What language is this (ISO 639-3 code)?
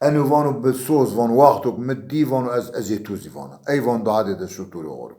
zza